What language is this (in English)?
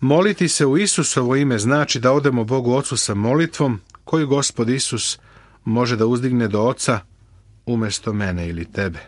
Serbian